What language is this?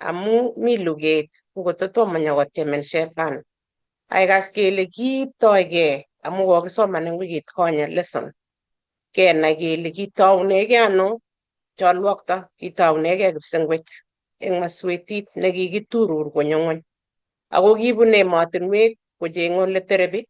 Kalenjin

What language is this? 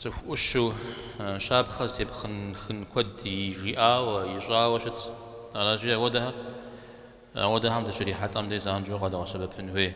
Kabardian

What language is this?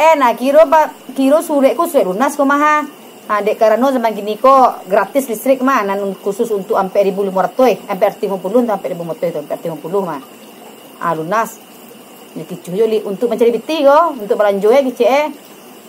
Minangkabau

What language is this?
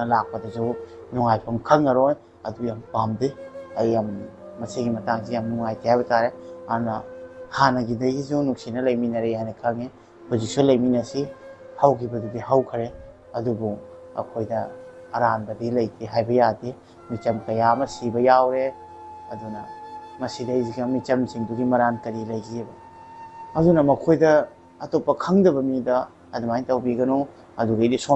Manipuri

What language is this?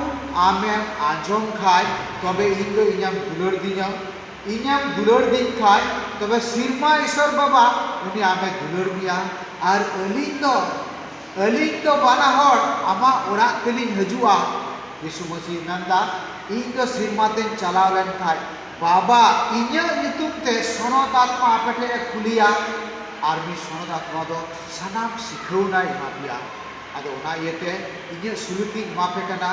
Santali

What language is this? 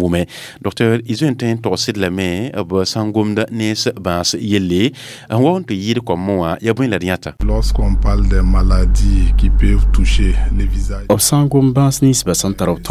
Mossi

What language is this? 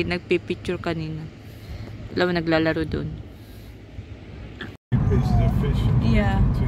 Filipino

